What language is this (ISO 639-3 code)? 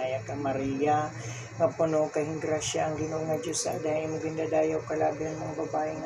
war